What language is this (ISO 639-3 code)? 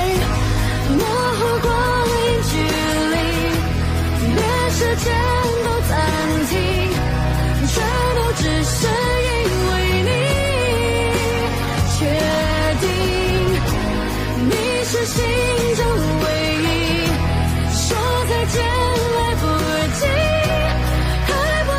zho